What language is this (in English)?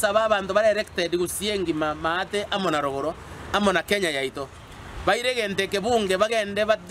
Gusii